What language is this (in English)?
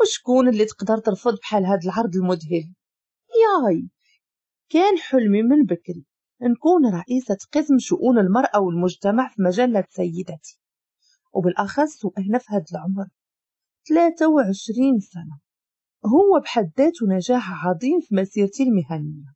Moroccan Arabic